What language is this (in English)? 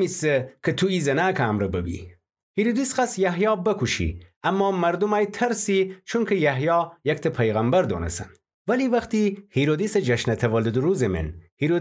Gilaki